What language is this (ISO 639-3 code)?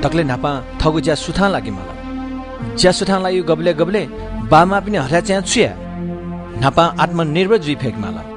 new